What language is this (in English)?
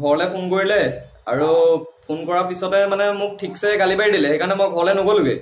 Assamese